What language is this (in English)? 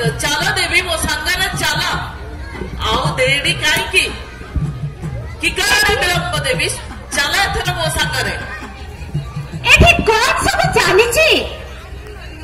Odia